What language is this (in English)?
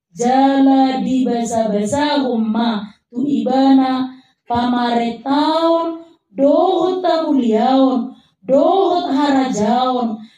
Batak Toba